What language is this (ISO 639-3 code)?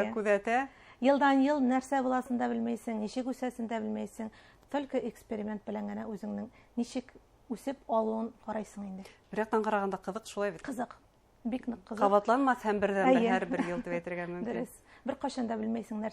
bak